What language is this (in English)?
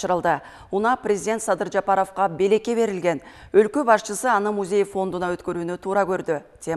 Kyrgyz